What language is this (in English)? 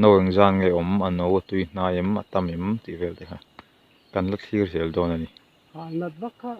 Mizo